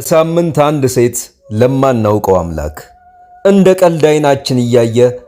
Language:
Amharic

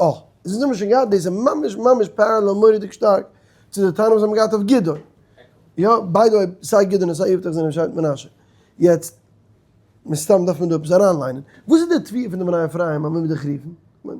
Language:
Yiddish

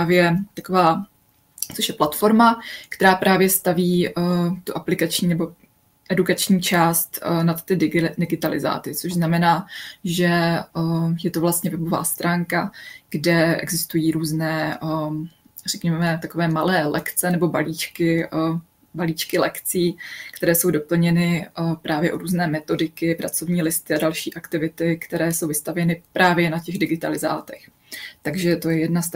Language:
Czech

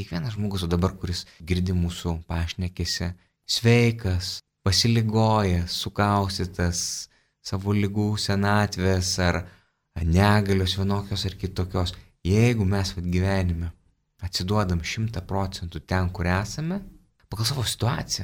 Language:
Lithuanian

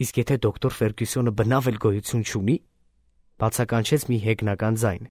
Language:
Armenian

